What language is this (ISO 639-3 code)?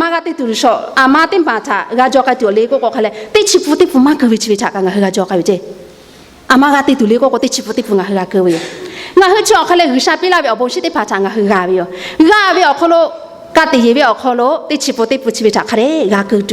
lhu